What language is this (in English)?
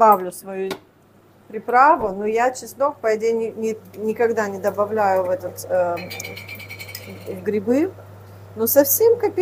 Russian